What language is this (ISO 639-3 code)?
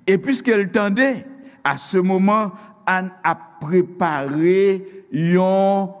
hat